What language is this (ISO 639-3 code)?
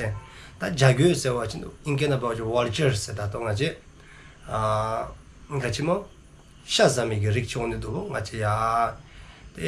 dzo